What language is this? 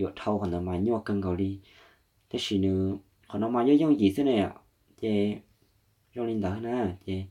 Hmong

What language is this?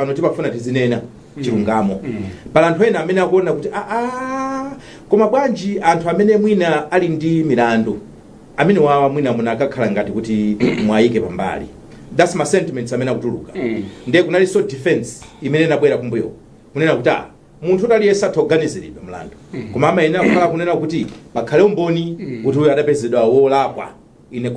Nyanja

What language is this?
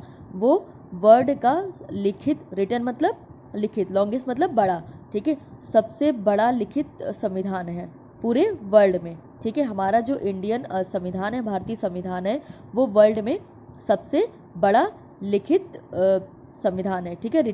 Hindi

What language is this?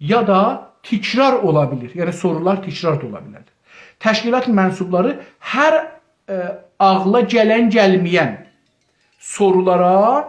South Azerbaijani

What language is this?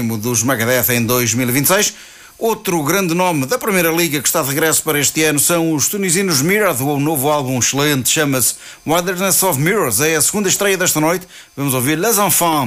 Portuguese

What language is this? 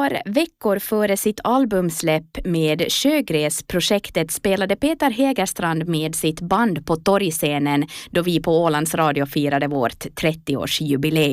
Swedish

